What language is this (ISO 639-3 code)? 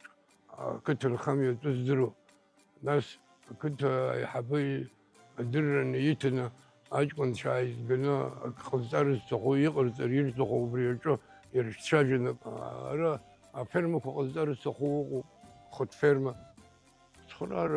abk